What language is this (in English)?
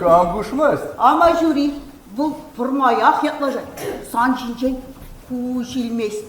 Chuvash